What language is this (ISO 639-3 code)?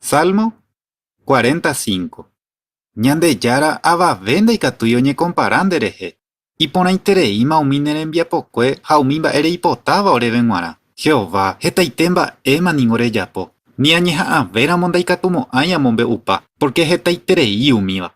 grn